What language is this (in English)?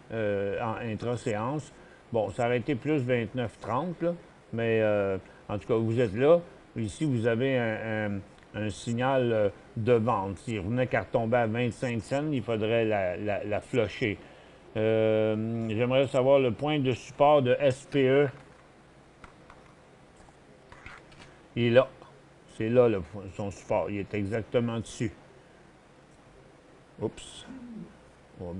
French